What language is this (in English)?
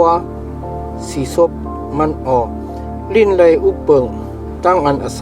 Shan